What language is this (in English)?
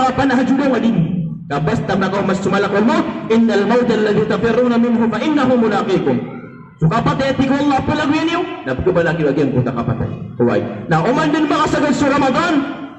Maranao